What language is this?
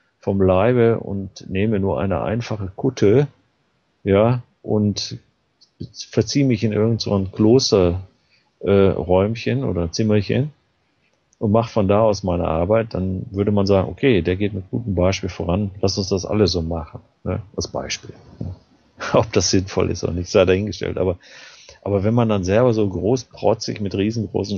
German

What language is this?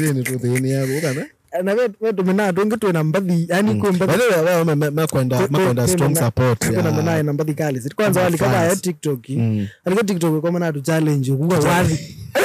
Swahili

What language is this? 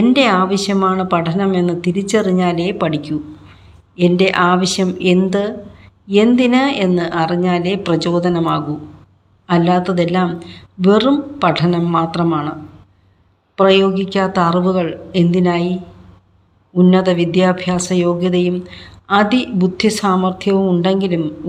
Malayalam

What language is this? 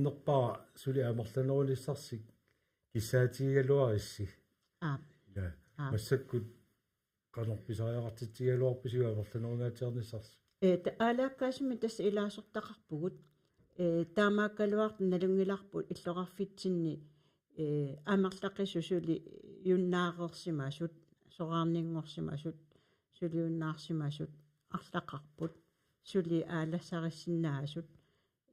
Kalaallisut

